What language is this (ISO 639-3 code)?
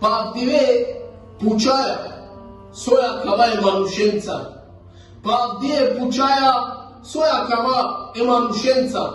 rmn